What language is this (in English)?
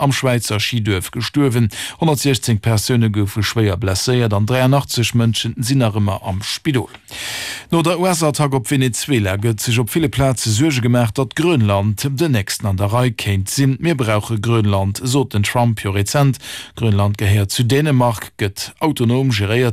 Luxembourgish